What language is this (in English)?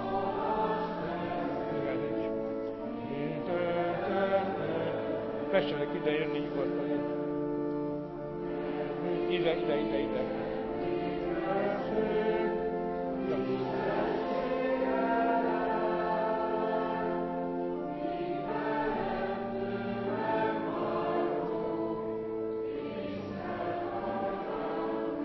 Hungarian